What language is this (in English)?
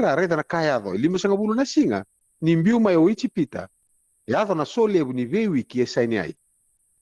Fijian